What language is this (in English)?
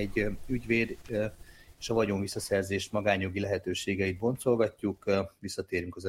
Hungarian